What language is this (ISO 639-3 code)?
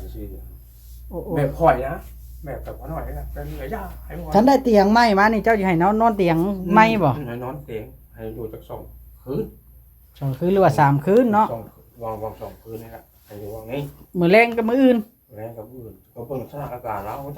tts